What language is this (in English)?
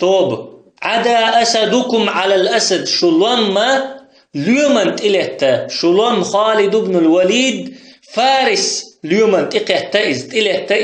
Chechen